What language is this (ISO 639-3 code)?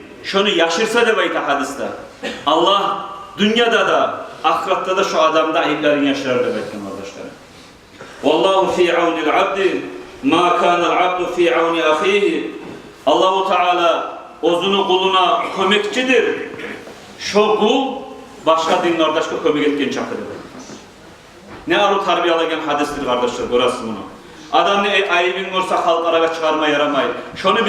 kum